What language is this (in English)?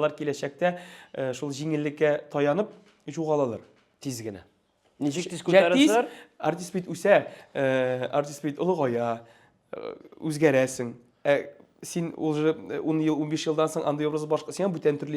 Tatar